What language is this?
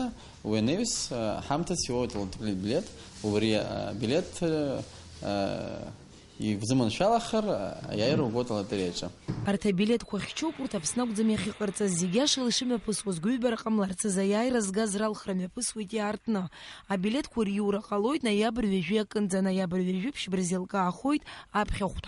Abkhazian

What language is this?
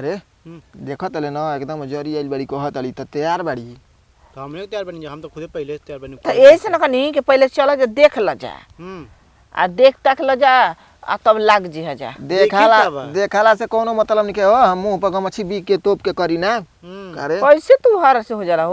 Bhojpuri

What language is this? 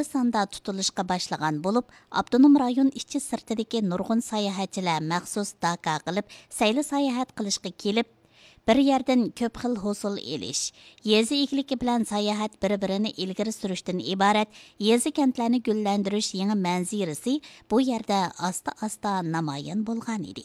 Uyghur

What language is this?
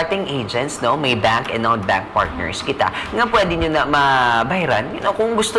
Hiligaynon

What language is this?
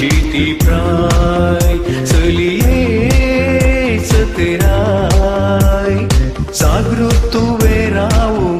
Konkani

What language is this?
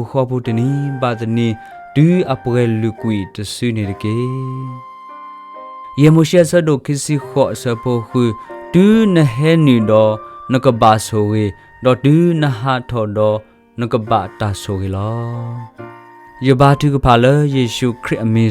S'gaw Karen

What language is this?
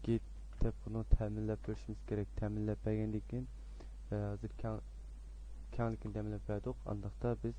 Uyghur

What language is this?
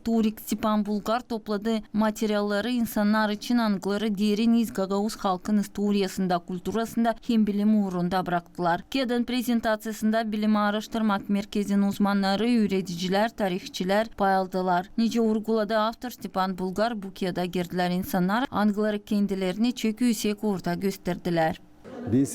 Gagauz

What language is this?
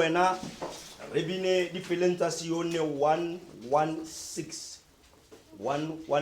Tswana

